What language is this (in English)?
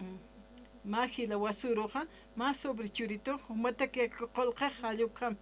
Aymara